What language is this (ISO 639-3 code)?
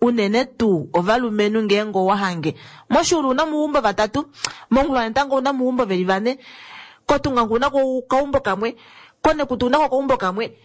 kua